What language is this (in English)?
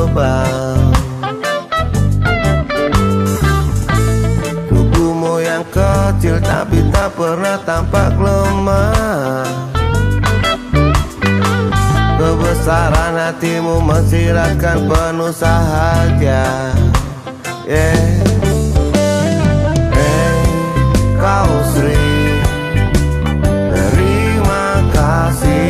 Indonesian